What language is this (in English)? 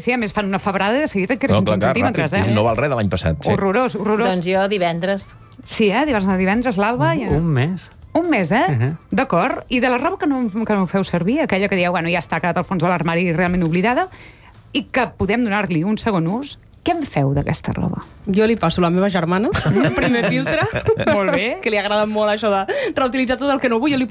Catalan